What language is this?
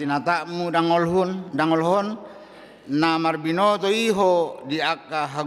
Batak Toba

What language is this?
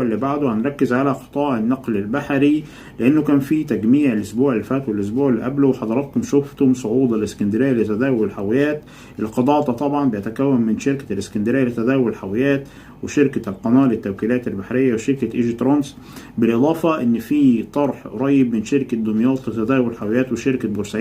Egyptian Arabic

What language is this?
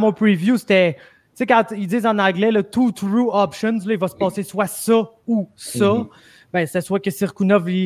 French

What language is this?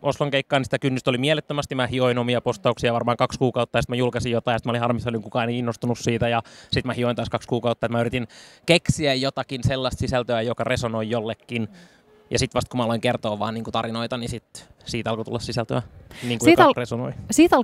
Finnish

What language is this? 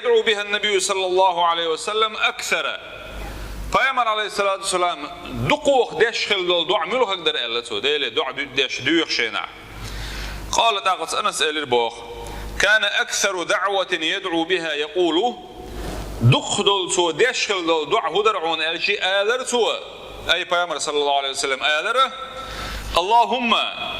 Chechen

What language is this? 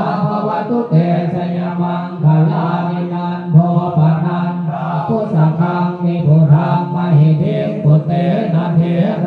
Pali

